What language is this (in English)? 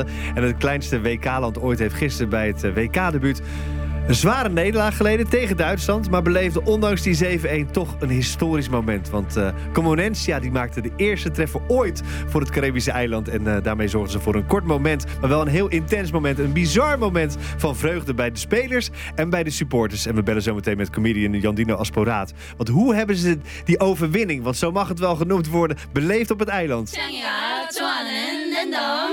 Dutch